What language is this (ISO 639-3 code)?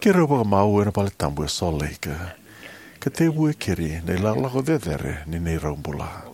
fij